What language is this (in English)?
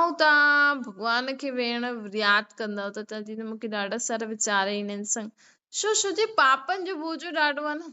Sindhi